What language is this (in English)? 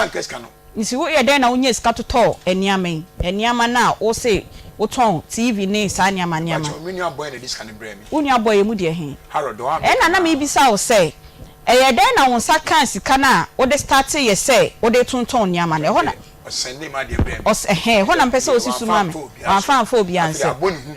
Akan